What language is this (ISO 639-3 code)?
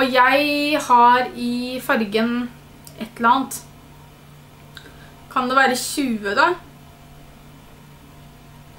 nor